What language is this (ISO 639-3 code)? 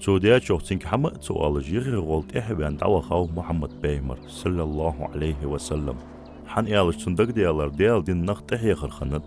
inh